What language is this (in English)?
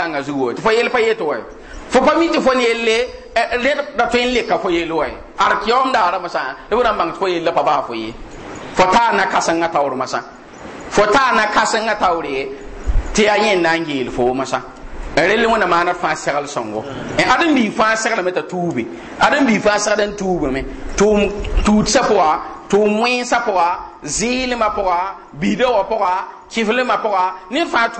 Mossi